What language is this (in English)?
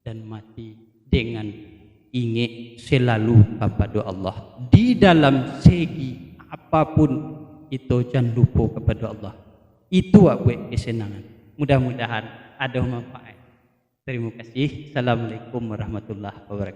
Minangkabau